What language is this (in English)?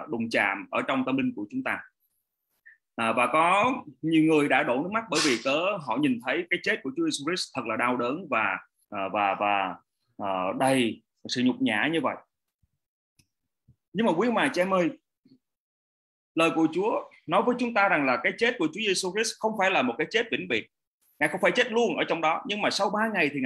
Vietnamese